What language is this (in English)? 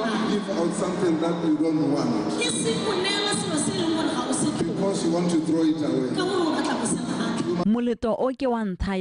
Tswana